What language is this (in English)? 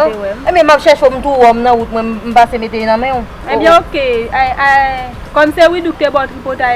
Haitian Creole